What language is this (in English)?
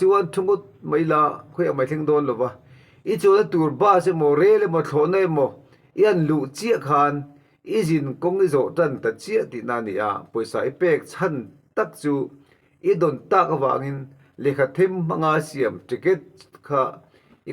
Mizo